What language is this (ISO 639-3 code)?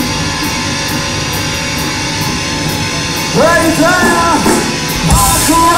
eng